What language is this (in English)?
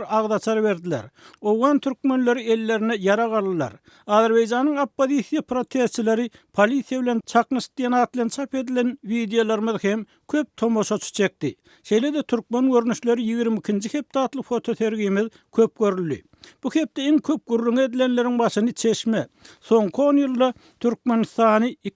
Turkmen